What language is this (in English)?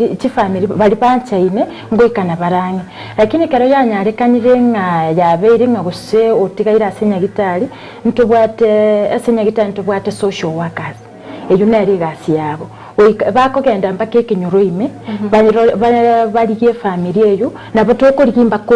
Gusii